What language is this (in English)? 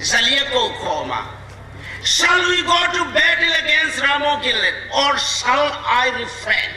Hmar